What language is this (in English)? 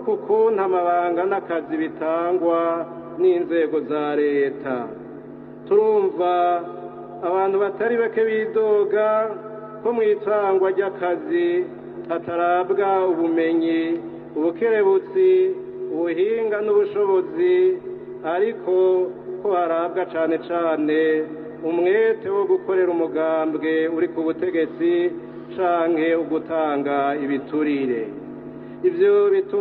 Rundi